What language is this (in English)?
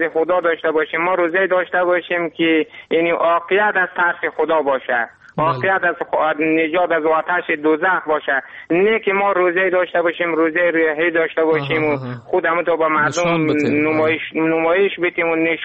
Persian